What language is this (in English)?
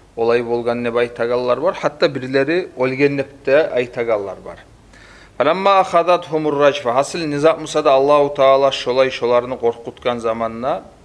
Kumyk